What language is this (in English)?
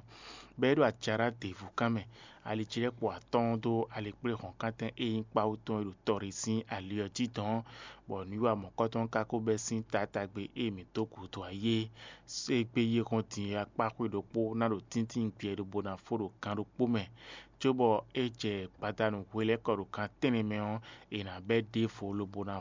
Fon